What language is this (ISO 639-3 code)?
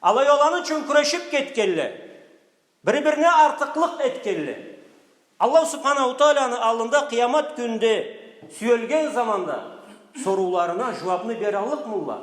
krc